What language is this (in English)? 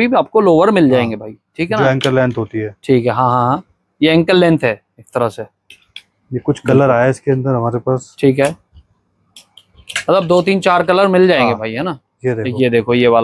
Hindi